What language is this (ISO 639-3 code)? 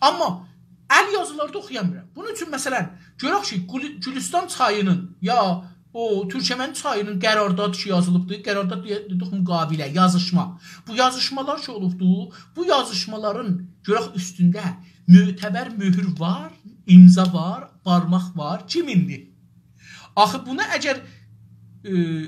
azb